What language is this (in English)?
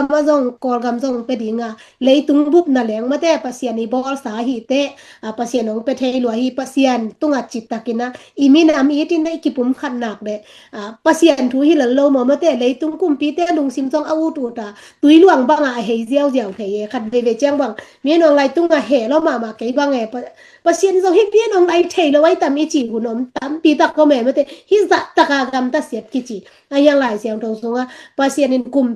Tedim Chin